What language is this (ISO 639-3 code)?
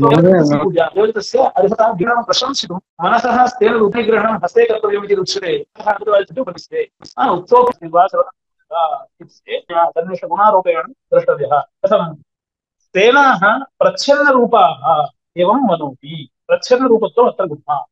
san